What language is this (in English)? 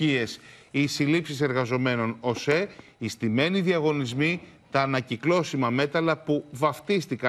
Greek